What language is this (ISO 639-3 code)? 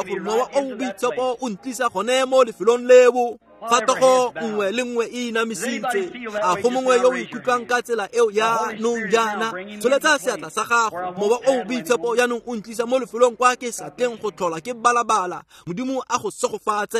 tsn